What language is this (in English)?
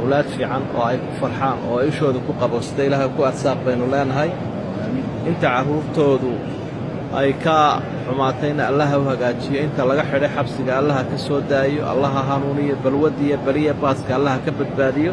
Somali